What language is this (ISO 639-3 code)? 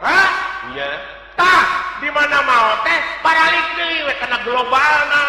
sun